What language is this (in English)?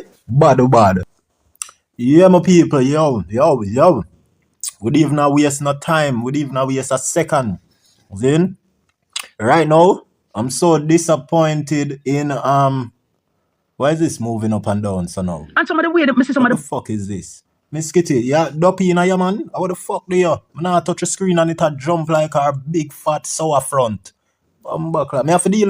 Jamaican Creole English